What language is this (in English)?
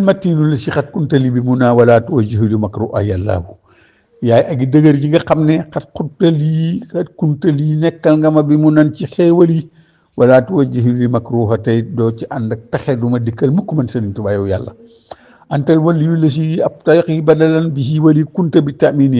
Wolof